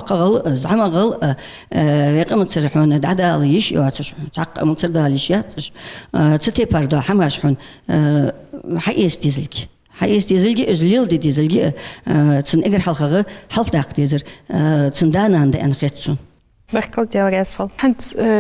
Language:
Ingush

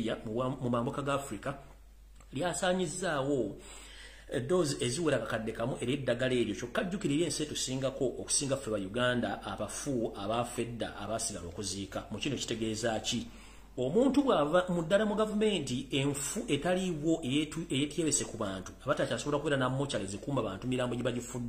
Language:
Ganda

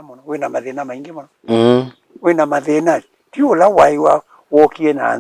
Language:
Kamba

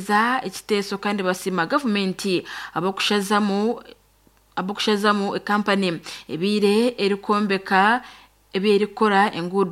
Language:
Nyankole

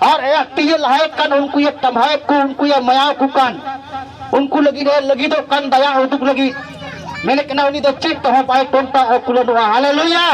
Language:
Santali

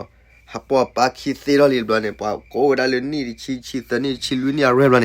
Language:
S'gaw Karen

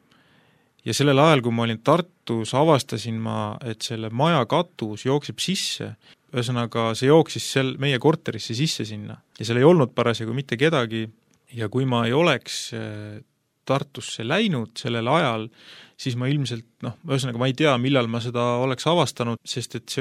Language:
Estonian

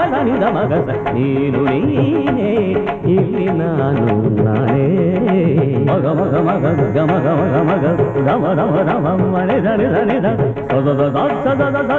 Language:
Kannada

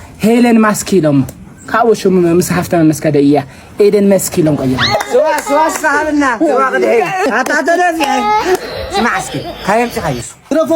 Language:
Tigrinya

